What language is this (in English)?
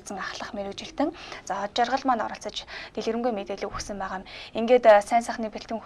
Mongolian